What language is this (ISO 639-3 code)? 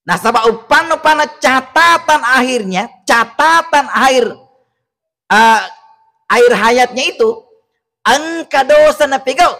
bug